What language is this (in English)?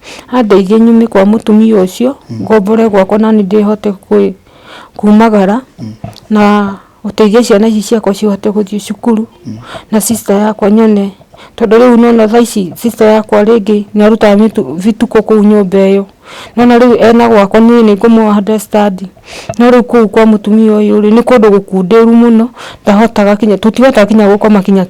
Kikuyu